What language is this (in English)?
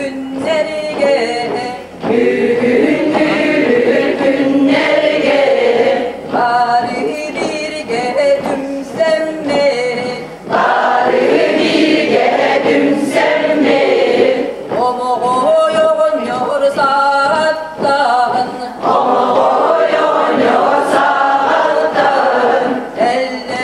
Yakut